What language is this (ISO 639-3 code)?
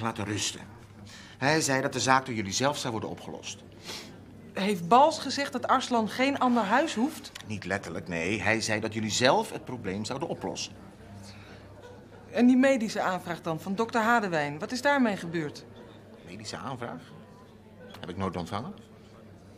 nld